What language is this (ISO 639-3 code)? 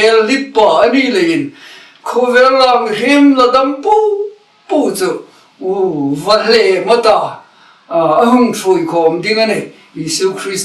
hmr